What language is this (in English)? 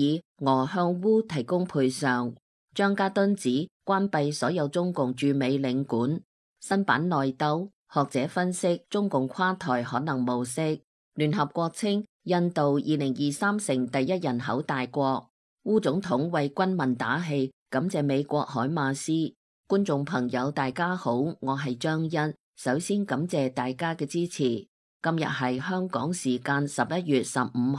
Cantonese